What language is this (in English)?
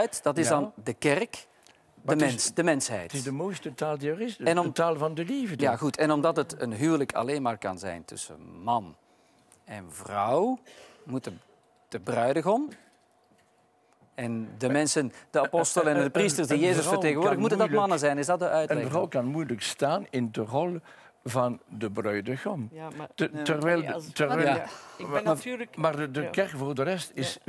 Dutch